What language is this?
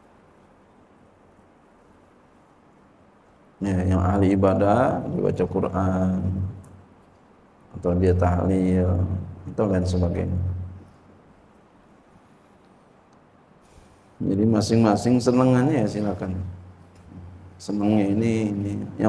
Indonesian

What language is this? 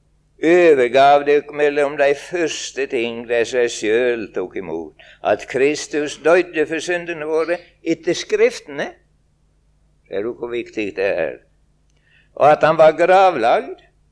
Norwegian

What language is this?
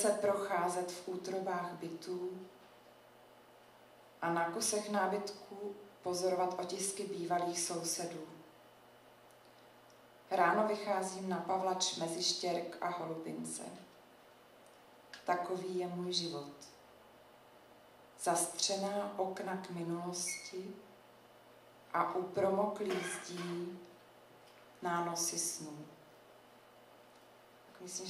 Czech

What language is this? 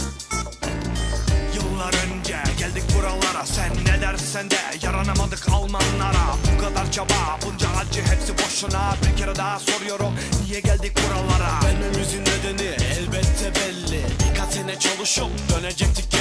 Turkish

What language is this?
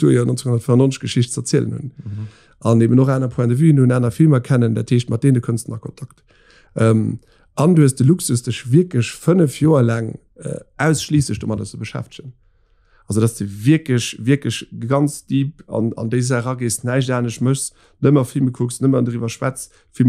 Luxembourgish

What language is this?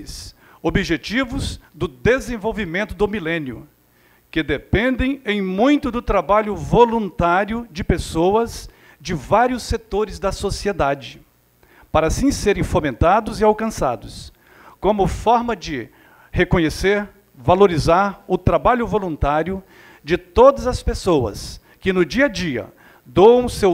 Portuguese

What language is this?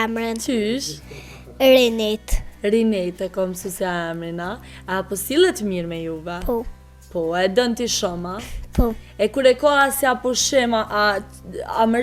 Albanian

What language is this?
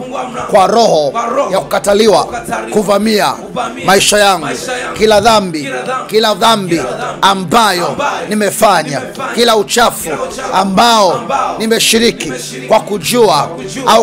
Swahili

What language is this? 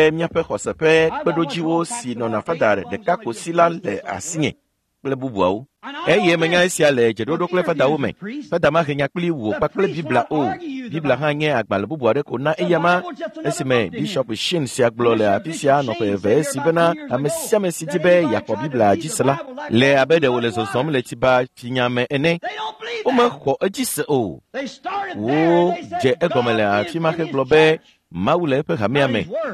Ewe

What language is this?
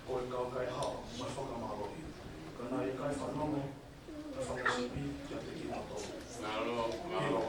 Tongan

